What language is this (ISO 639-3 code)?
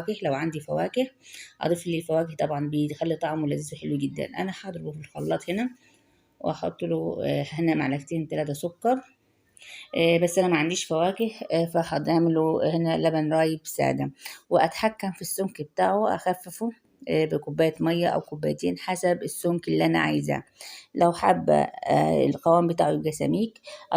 arz